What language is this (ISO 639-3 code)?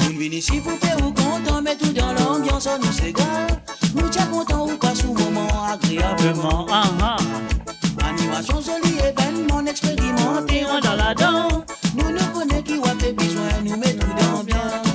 mfe